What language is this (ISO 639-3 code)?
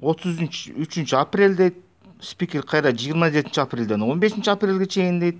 kir